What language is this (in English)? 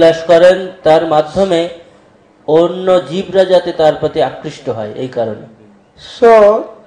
Bangla